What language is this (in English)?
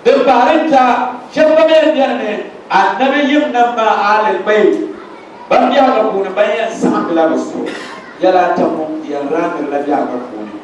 Dagbani